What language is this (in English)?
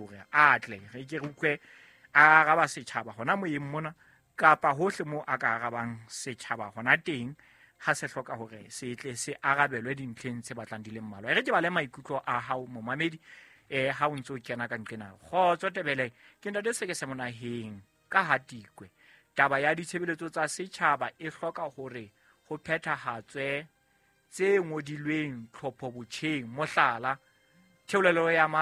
Southern Sotho